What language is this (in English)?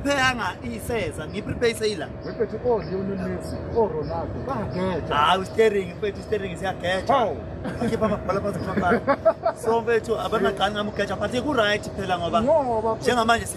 Zulu